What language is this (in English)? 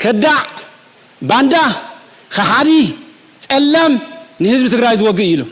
Tigrinya